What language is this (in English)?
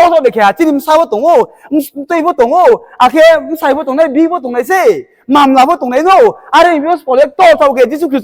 Riang (India)